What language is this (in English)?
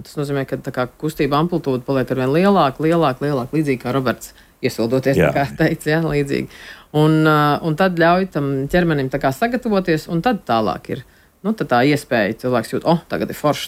Latvian